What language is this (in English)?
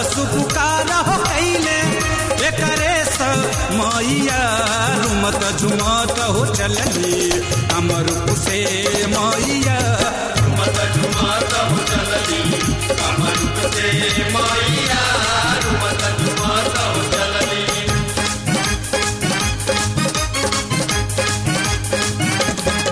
Bhojpuri